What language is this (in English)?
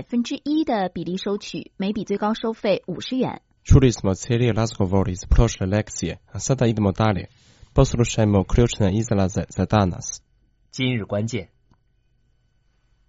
Croatian